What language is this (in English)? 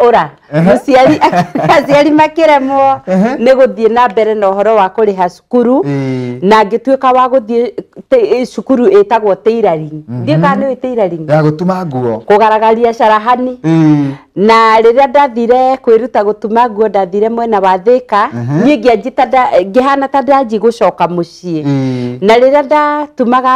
Kikuyu